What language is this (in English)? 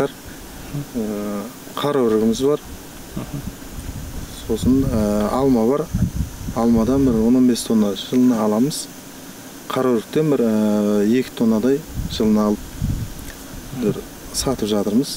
Kazakh